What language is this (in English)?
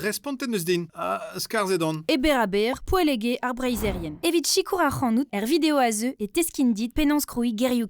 Breton